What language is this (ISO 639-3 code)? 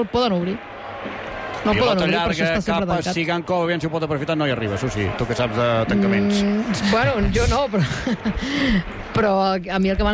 cat